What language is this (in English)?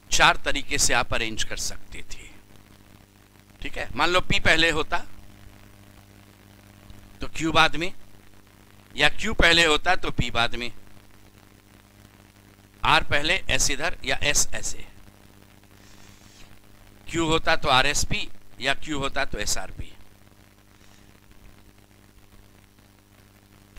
Hindi